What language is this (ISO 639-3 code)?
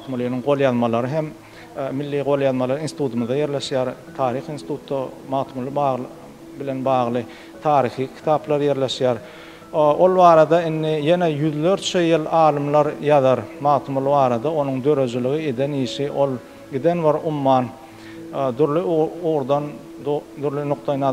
tuk